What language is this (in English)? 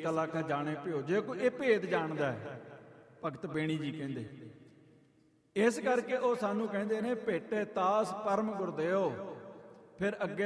Punjabi